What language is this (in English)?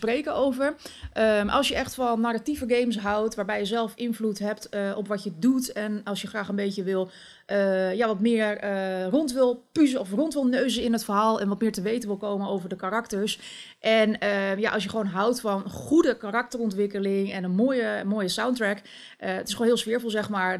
Dutch